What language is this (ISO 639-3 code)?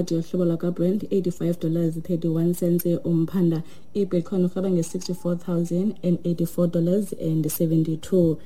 xho